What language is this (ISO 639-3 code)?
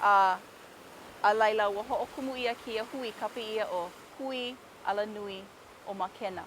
haw